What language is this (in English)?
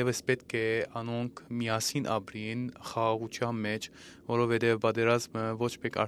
Western Armenian